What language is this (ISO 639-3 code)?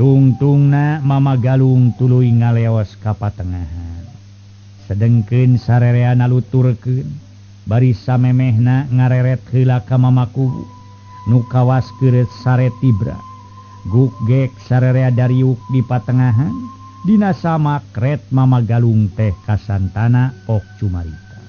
sun